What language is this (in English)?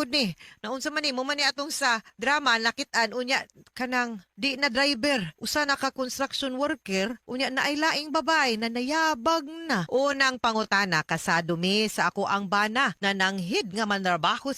Cebuano